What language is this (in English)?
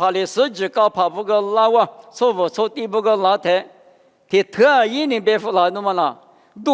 Lisu